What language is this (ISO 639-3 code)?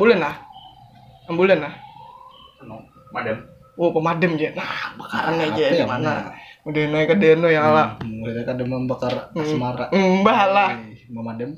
bjn